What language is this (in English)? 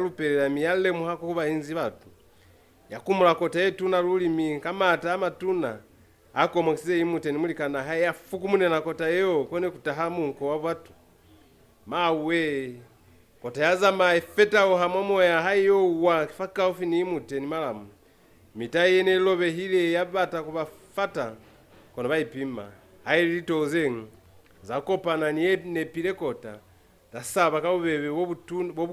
Lozi